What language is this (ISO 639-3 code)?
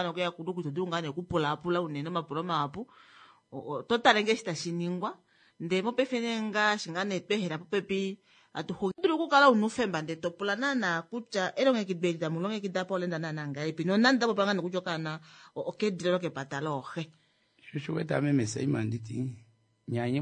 kua